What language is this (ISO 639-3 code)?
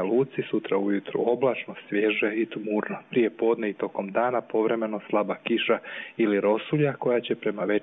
hrv